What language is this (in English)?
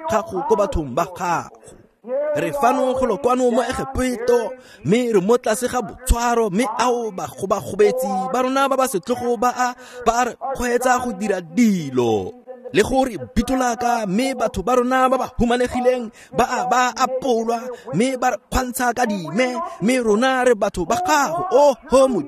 Tswana